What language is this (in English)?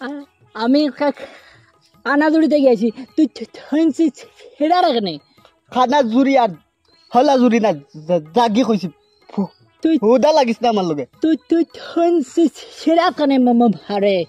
Sylheti